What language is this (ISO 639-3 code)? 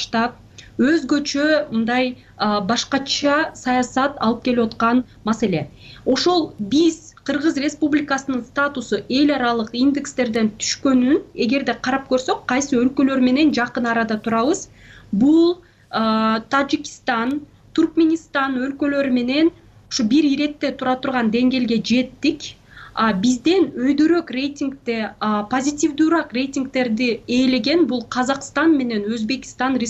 kir